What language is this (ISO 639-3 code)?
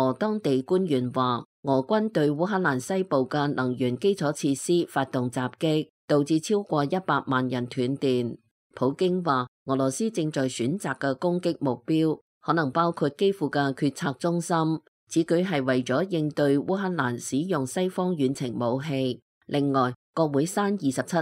yue